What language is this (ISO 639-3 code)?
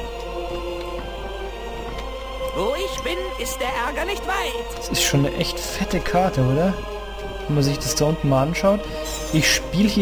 deu